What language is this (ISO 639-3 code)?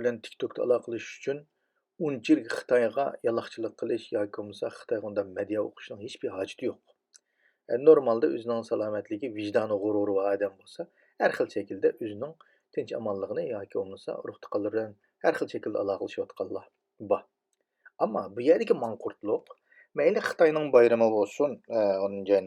uig